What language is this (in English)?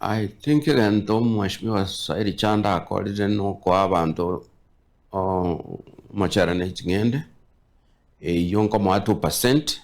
Gusii